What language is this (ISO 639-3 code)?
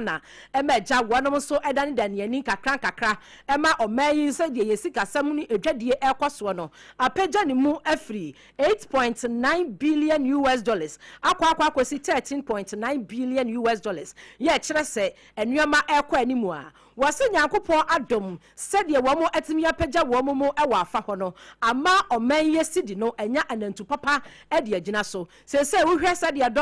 aka